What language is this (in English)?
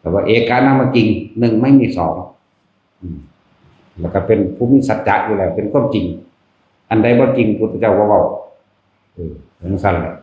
Northeastern Thai